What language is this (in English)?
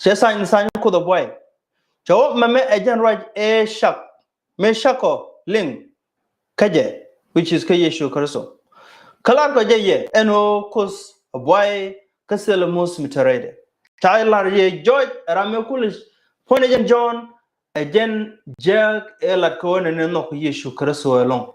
Nuer